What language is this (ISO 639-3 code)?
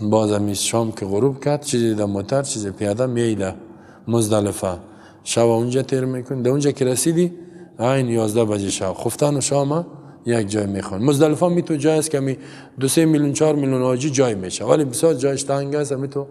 fas